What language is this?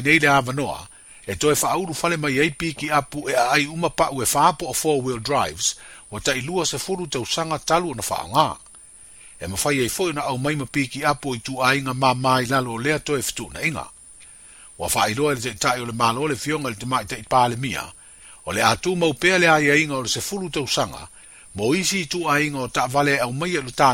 Samoan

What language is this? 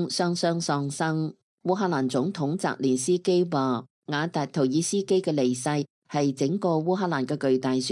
Cantonese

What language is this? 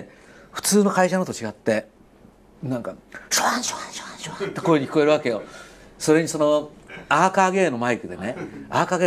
Japanese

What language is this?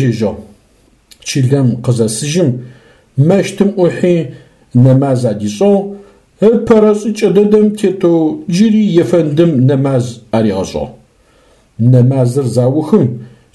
Adyghe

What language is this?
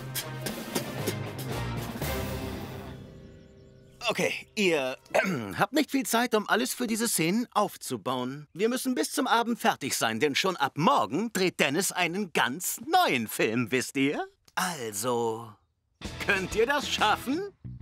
German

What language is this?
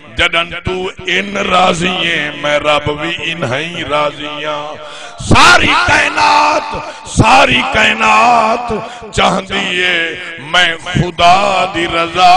Saraiki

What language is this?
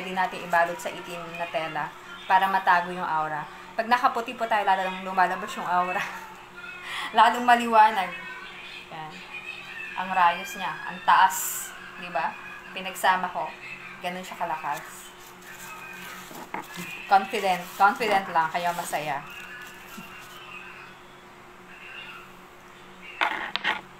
Filipino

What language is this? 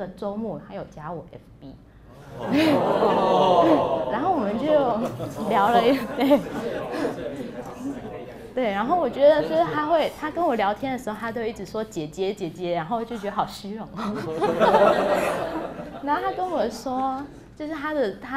Chinese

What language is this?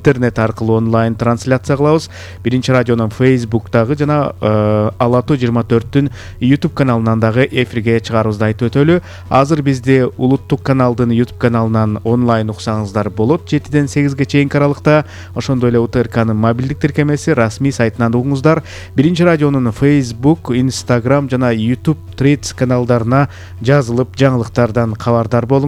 Kyrgyz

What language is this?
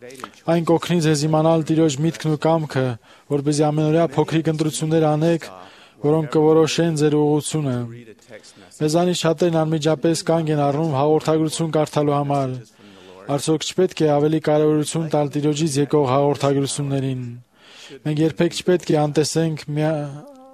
Armenian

